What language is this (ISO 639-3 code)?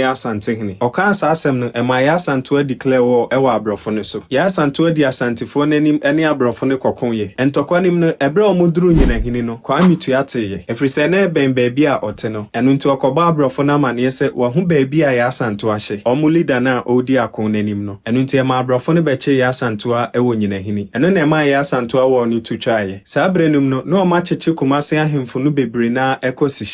aka